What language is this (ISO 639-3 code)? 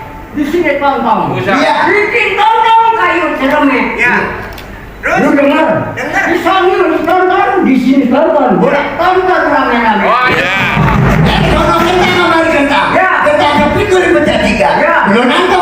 bew